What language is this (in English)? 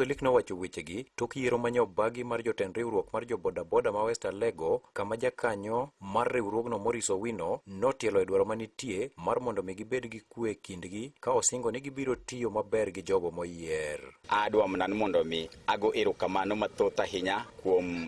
Luo (Kenya and Tanzania)